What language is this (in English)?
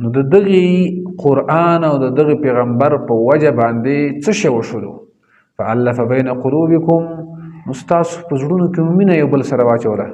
Pashto